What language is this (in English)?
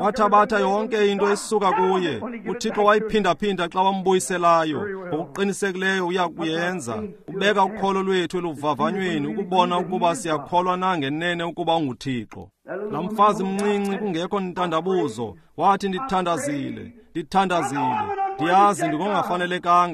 Xhosa